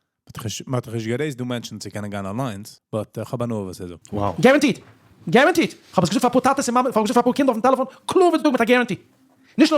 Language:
Yiddish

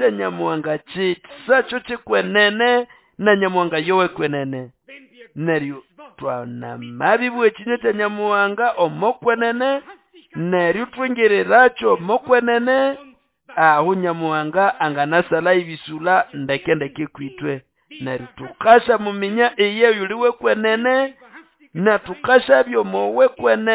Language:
Nande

